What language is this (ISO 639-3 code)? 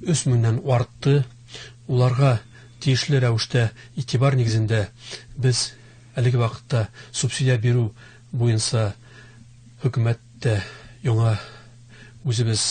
bak